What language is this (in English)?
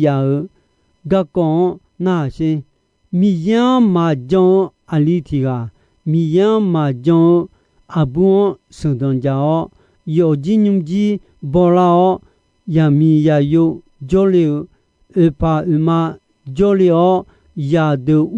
Akha